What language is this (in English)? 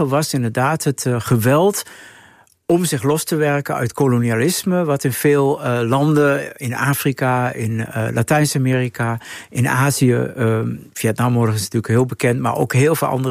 Dutch